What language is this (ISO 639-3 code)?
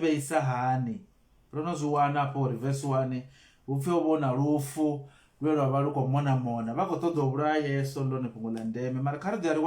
ven